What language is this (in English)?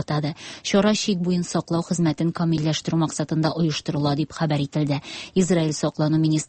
Tatar